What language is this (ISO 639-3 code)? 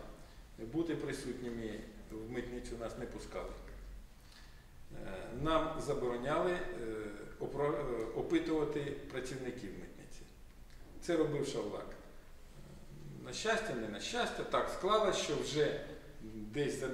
ukr